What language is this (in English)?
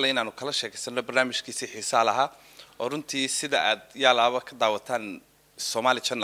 Somali